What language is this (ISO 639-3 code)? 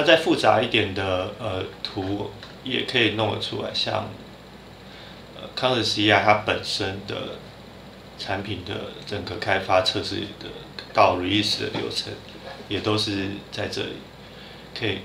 zho